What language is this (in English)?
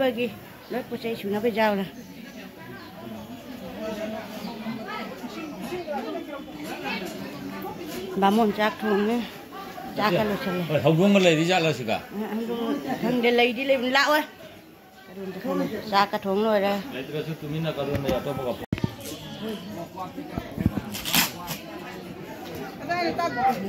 Manipuri